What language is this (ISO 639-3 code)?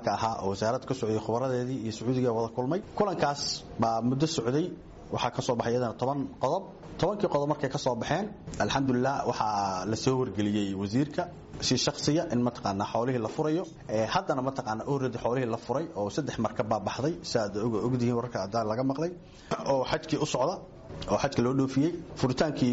som